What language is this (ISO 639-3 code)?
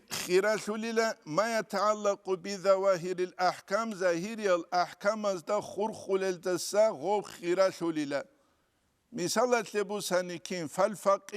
ava